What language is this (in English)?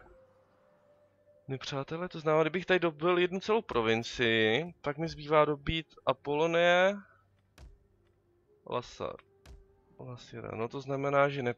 Czech